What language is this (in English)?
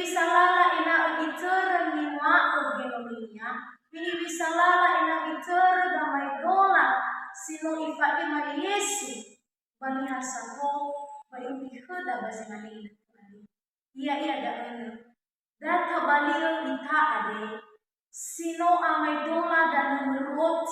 Nias